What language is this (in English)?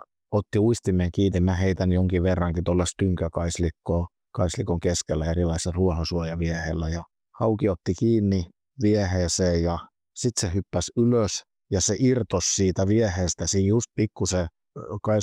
Finnish